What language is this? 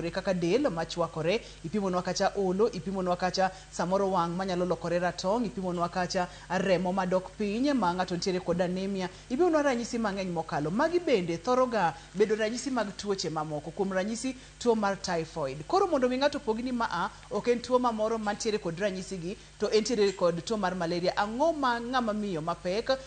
Luo (Kenya and Tanzania)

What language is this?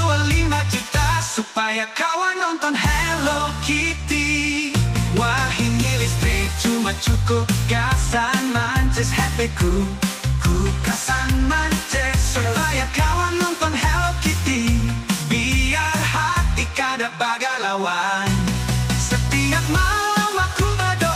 Banjar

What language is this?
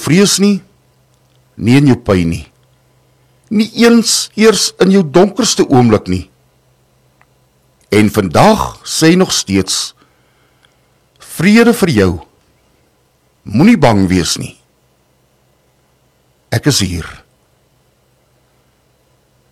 Afrikaans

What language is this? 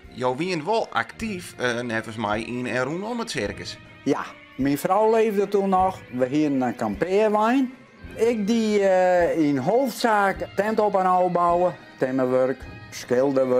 Western Frisian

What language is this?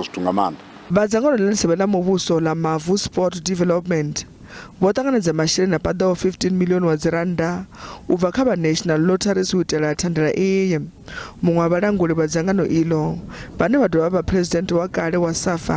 Venda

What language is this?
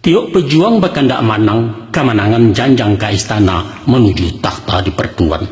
Minangkabau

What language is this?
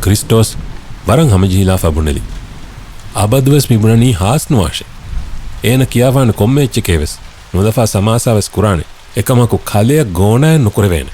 Divehi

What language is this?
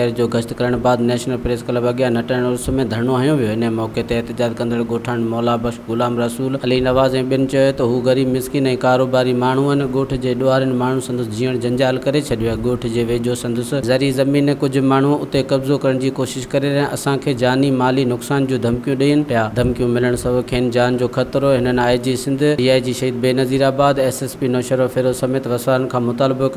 Sindhi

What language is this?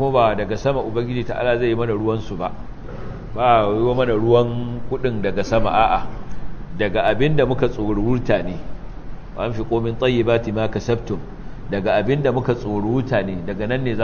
Hausa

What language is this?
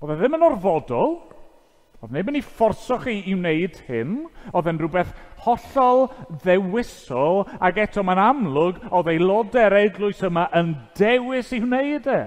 Welsh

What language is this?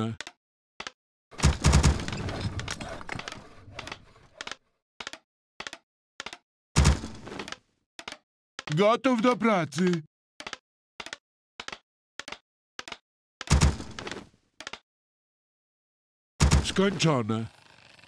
Polish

